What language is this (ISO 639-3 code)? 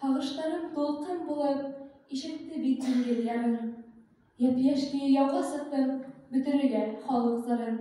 bak